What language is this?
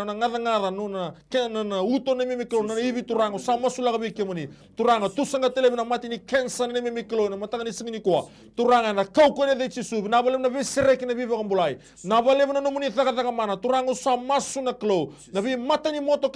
Fijian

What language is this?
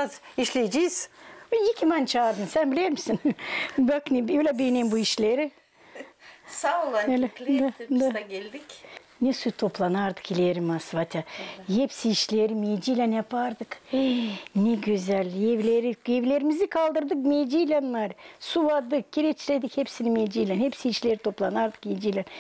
Gagauz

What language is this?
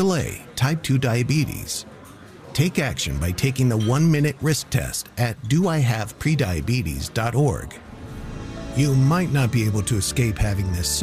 English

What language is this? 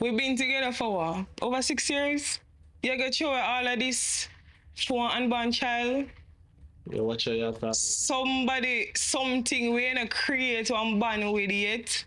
Jamaican Creole English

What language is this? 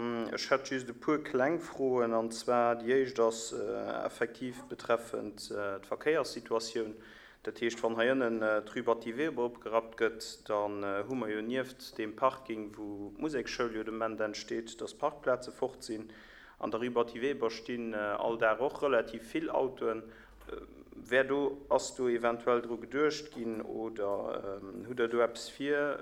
Luxembourgish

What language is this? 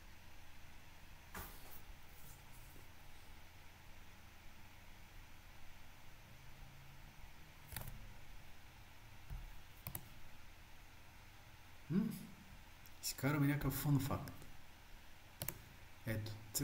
Bulgarian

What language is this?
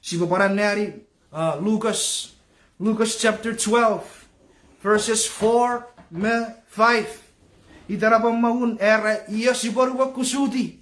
Chuukese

